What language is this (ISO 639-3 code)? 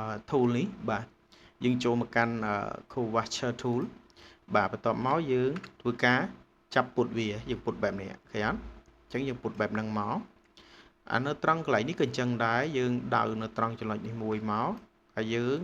khm